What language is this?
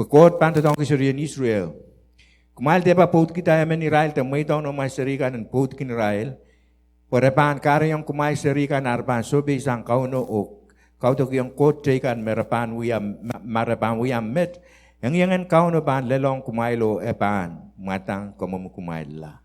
Pohnpeian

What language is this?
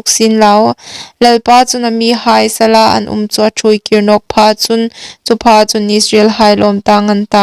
Hmar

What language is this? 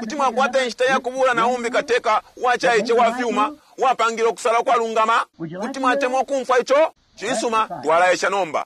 Bemba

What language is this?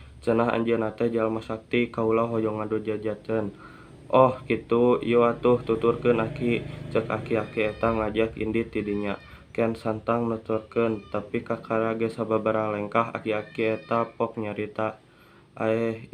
Sundanese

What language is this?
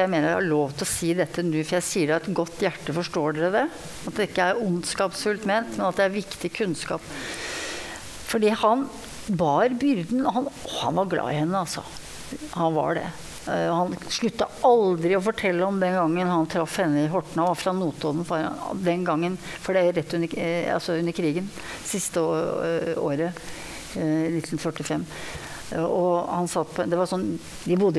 Norwegian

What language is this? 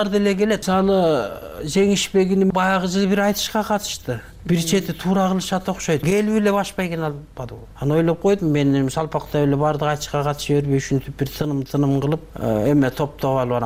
Kyrgyz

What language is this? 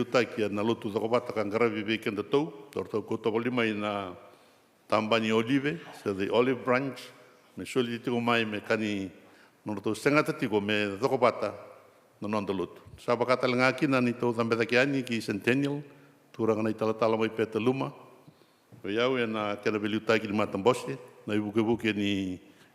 Fijian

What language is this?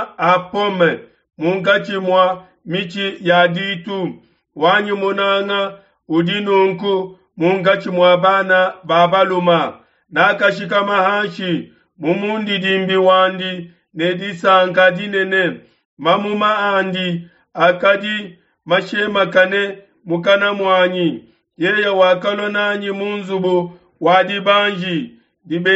Luba-Lulua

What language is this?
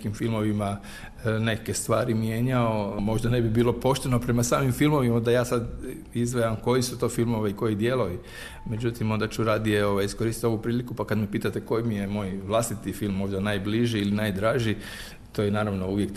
Croatian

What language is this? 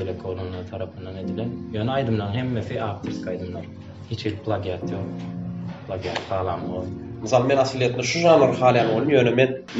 Turkmen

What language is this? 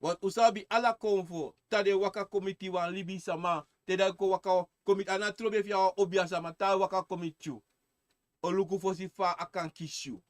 Sranan Tongo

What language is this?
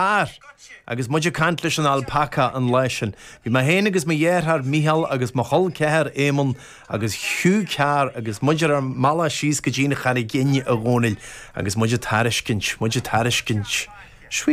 Irish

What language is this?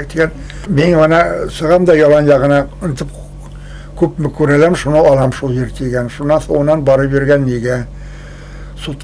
Bashkir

